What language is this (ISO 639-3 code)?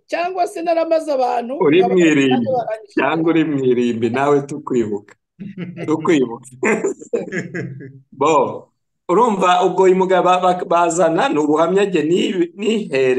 kin